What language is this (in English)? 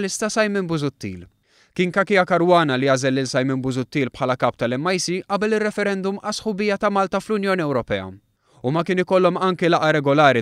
Maltese